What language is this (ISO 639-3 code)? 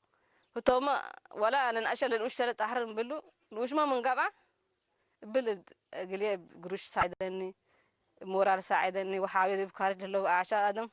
tig